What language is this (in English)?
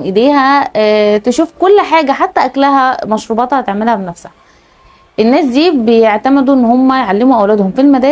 Egyptian Arabic